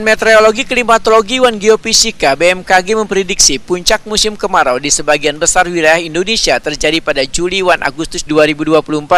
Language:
Banjar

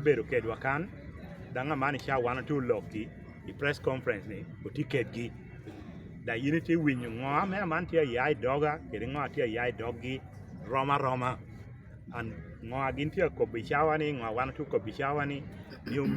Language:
Lango (Uganda)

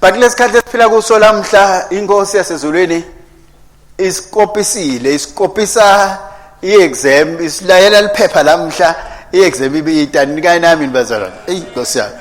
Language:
Swati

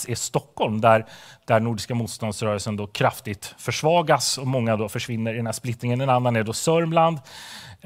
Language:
Swedish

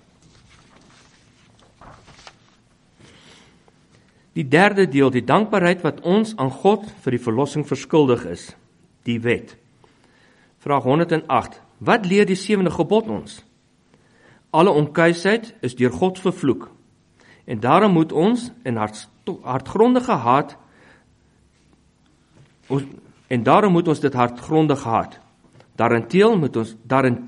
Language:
Afrikaans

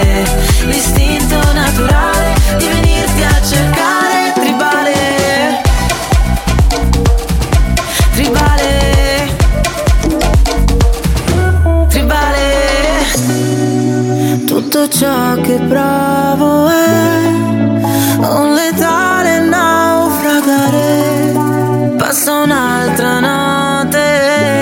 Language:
Italian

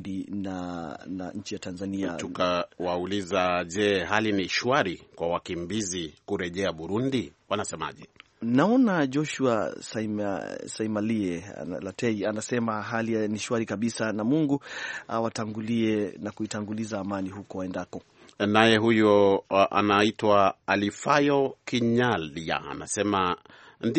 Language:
Swahili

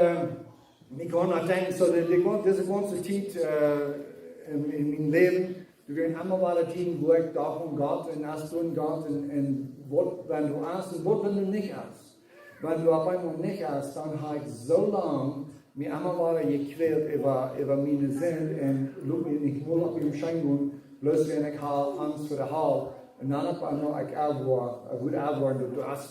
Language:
Plautdietsch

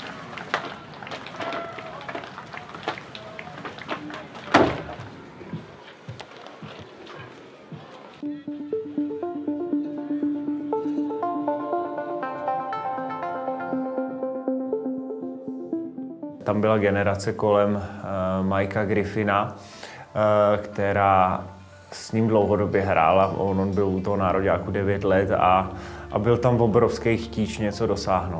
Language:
Czech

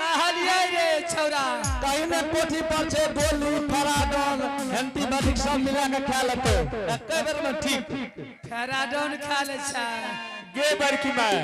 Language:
Angika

